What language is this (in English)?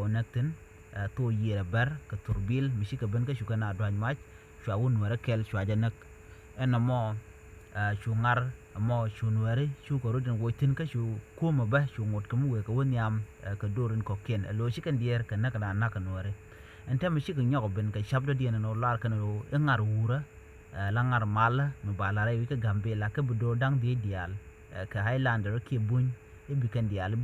Nuer